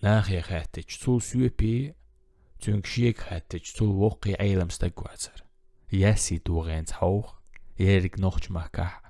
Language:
Chechen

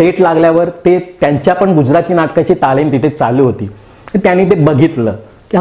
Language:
Marathi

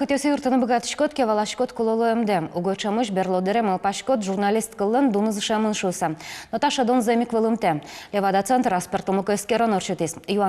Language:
Udmurt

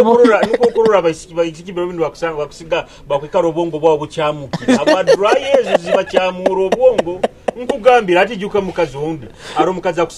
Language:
Nyoro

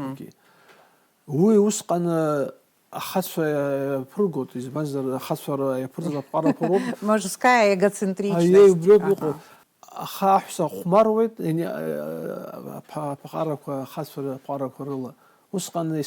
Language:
Abkhazian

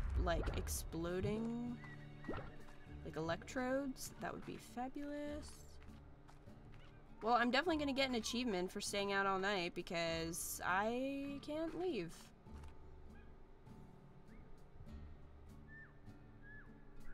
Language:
English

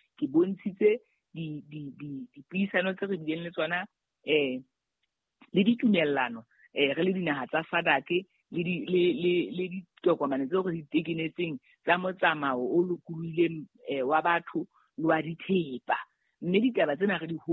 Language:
Southern Sotho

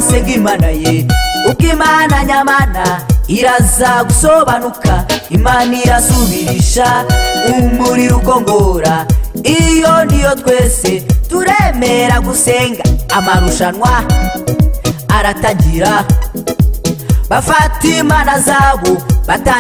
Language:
Kinyarwanda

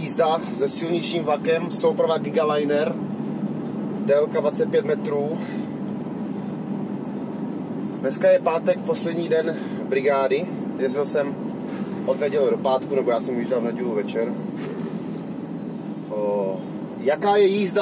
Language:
Czech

